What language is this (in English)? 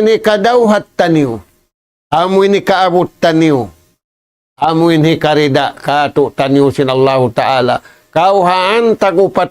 Tausug